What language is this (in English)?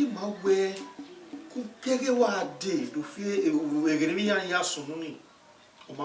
Bini